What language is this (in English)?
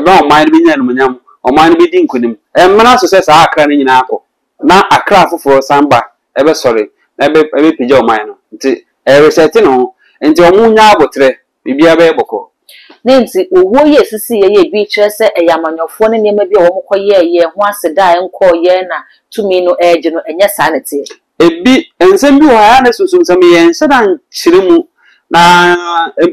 Akan